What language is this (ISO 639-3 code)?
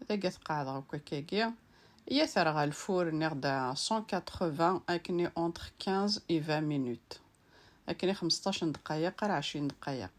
kab